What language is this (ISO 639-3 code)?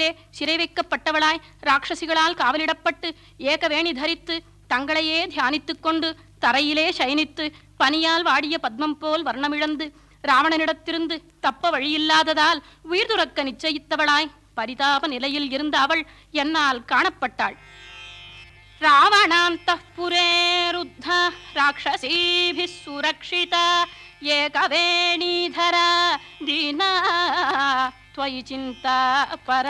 tam